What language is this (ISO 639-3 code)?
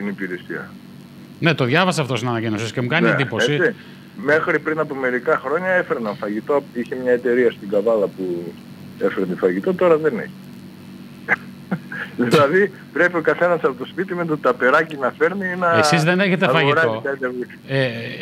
ell